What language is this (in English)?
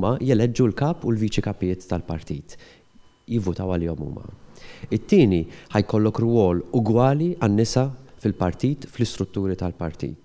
Maltese